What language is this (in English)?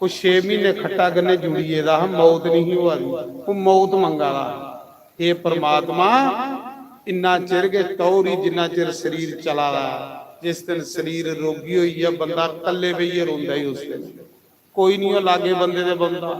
Dogri